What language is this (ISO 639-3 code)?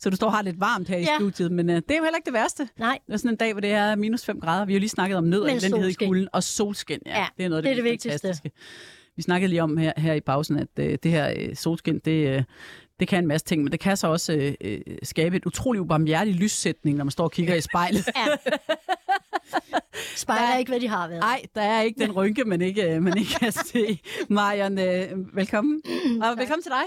dan